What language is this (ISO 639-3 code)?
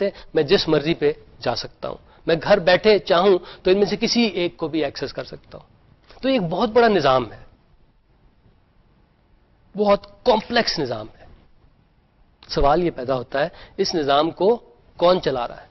urd